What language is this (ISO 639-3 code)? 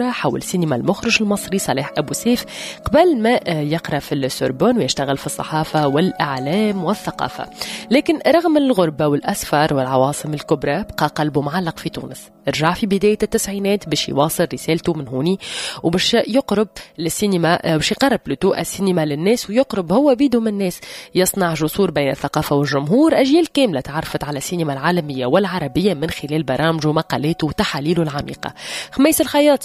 aeb